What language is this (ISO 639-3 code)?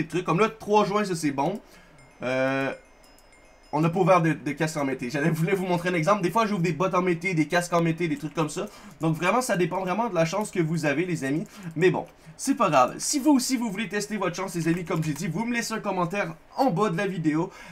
fra